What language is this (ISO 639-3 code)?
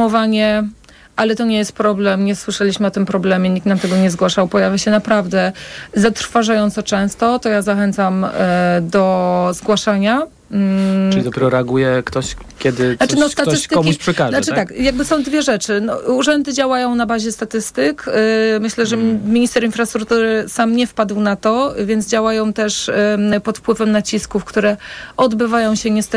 pol